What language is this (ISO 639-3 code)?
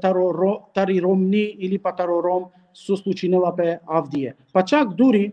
rmn